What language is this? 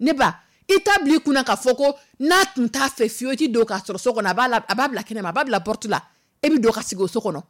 Dyula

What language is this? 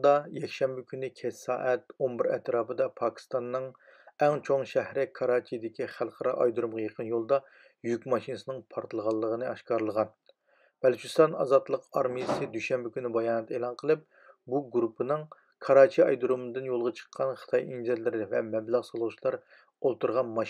Uyghur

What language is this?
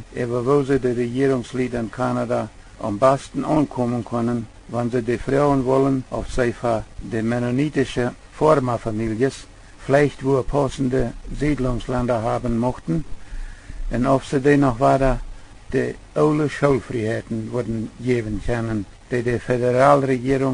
Plautdietsch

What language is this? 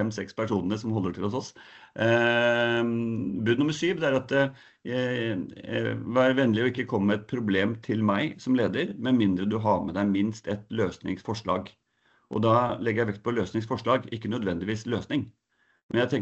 Norwegian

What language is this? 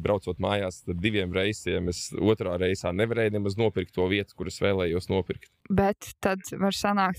Latvian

